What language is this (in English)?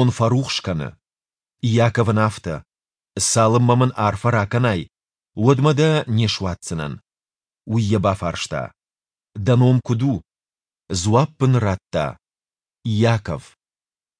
Ossetic